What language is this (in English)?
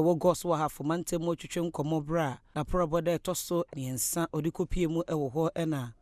Akan